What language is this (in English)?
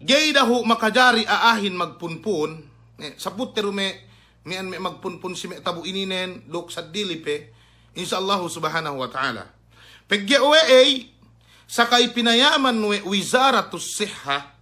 Yakan